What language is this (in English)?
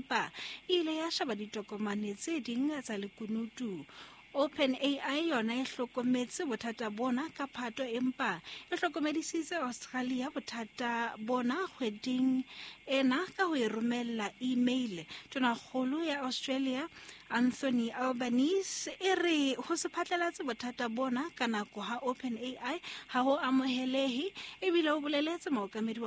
Southern Sotho